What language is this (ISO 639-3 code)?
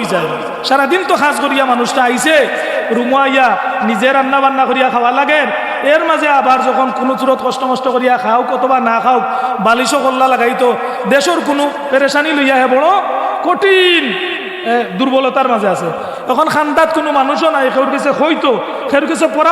syl